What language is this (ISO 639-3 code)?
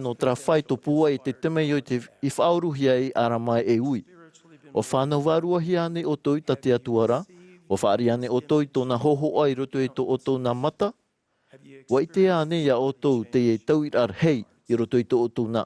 tah